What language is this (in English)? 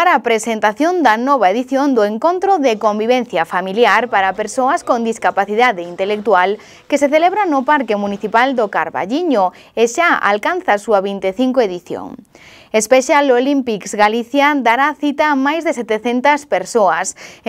Galician